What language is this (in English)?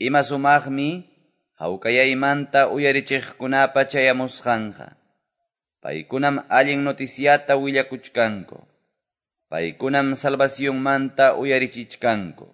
Quechua